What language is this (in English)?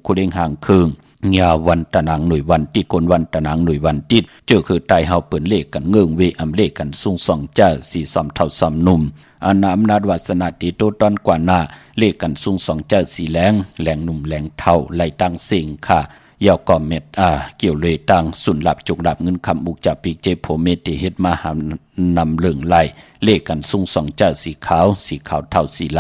Shan